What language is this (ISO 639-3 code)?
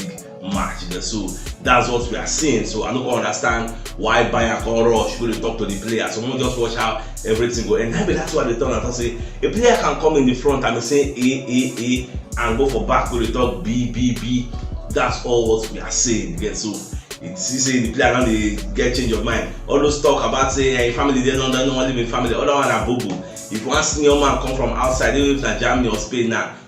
pcm